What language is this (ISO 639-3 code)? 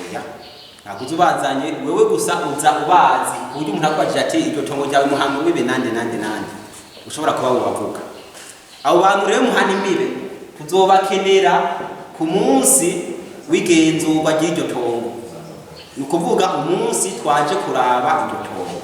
run